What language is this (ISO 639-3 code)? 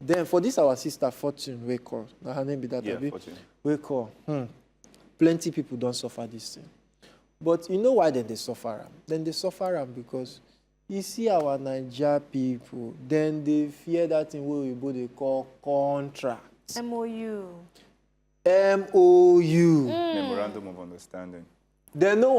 pcm